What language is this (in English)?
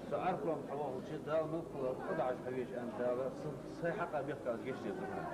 Ingush